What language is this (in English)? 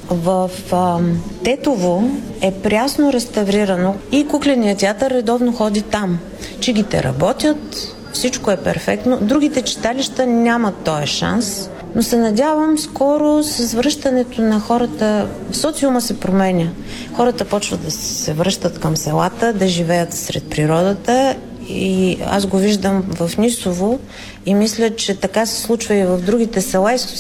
Bulgarian